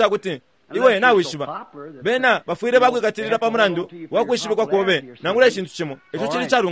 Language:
Bemba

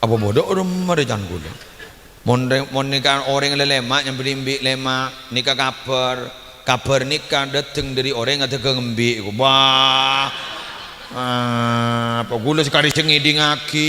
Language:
Madurese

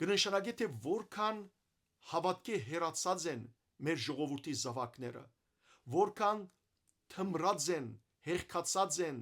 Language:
Western Armenian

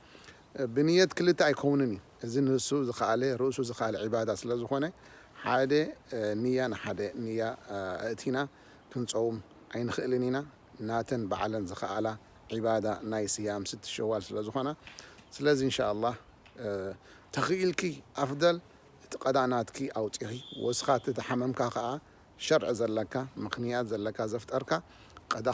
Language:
Tigrinya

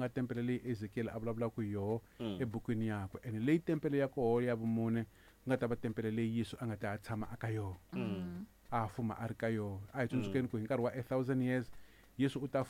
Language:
Tsonga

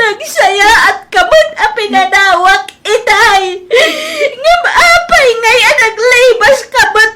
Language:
Iloko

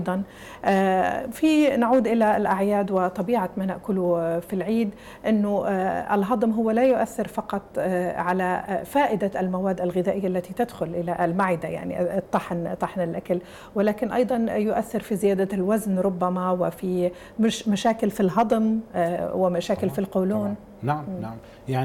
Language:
Arabic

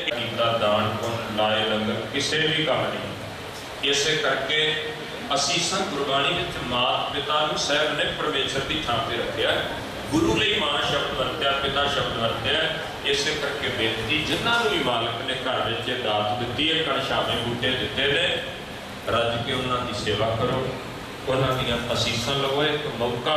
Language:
Punjabi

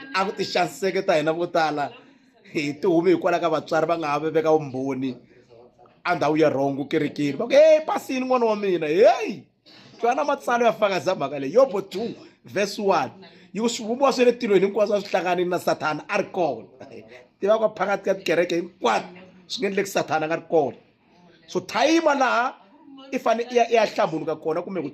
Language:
Tsonga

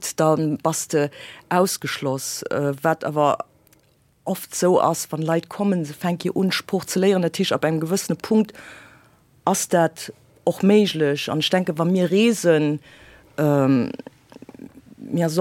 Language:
Luxembourgish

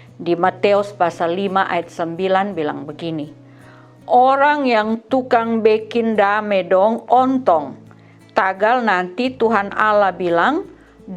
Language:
Kupang Malay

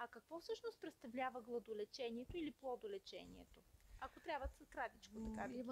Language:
Bulgarian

